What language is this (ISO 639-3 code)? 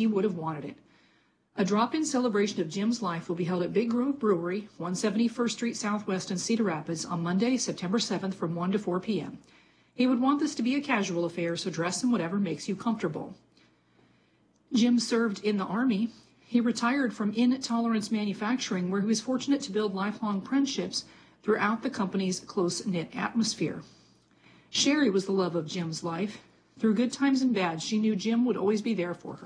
eng